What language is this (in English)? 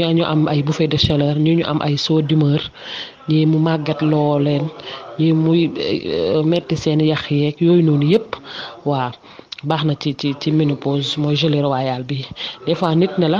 Wolof